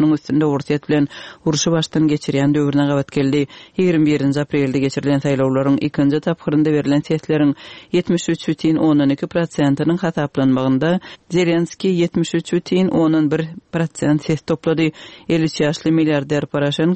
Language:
Kyrgyz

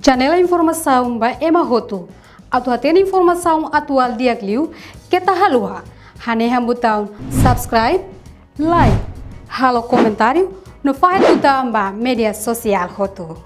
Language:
Tetum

